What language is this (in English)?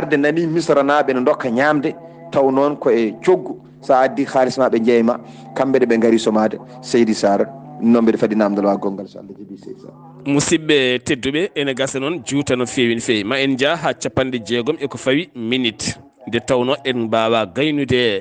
Fula